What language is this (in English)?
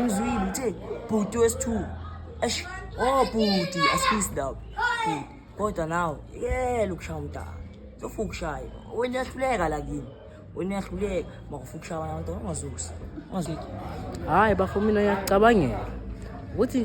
Zulu